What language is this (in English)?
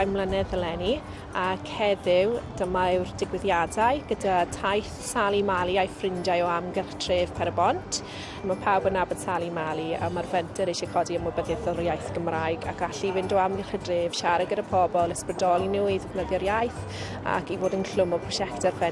Welsh